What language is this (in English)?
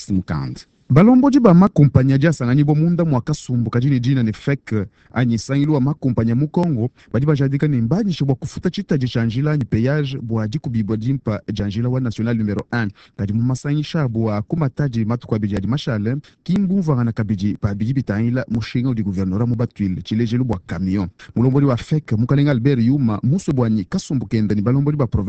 Luba-Lulua